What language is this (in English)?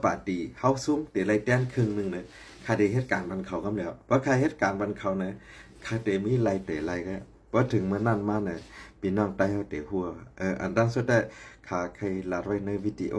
Shan